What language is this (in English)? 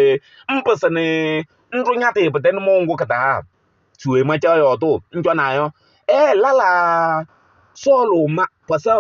Kabiyè